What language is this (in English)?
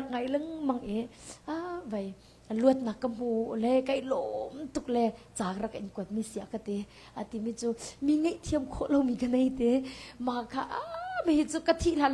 Hakha Chin